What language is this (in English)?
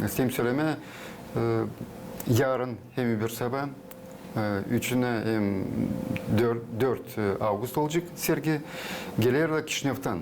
Gagauz